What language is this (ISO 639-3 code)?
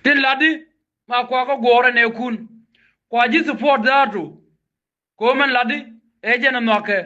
nus